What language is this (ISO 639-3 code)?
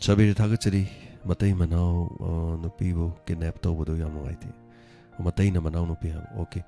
mni